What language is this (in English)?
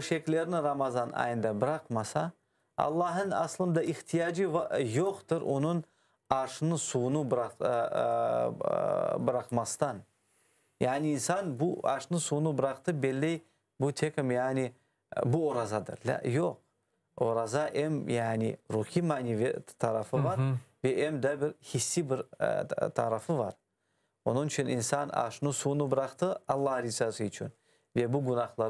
Crimean Tatar